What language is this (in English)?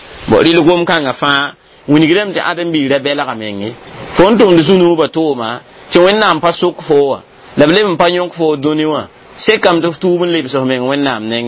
Mossi